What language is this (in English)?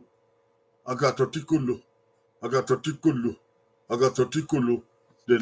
Bini